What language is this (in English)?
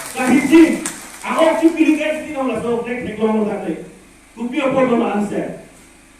Karbi